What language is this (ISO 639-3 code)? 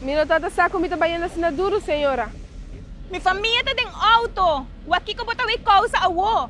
pap